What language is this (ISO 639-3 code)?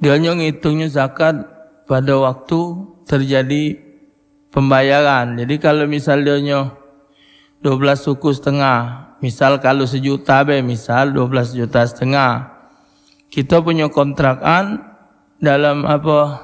mui